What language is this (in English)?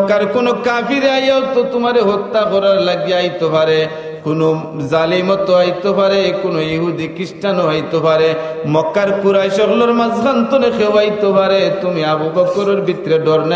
Sylheti